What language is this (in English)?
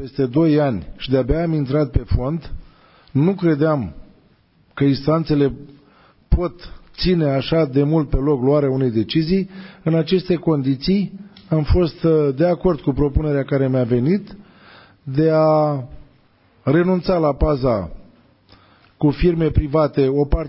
Romanian